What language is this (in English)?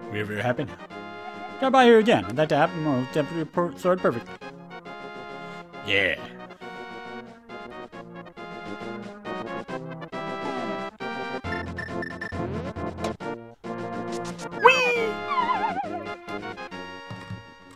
English